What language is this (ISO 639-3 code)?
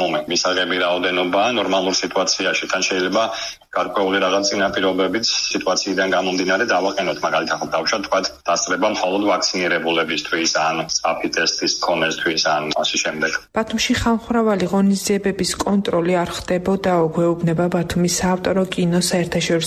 kat